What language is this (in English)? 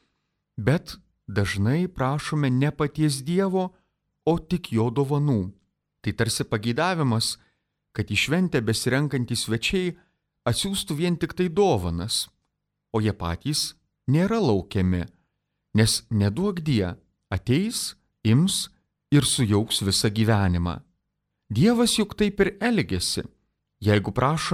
Lithuanian